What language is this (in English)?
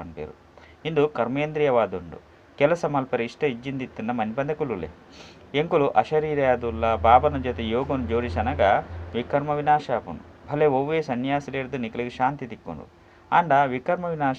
Tulu